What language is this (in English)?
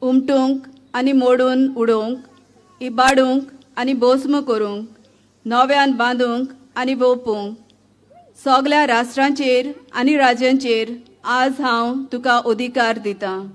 Konkani